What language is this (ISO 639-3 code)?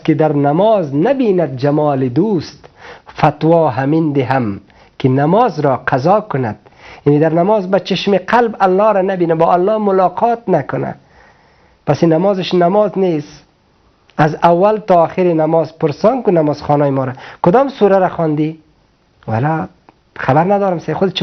fas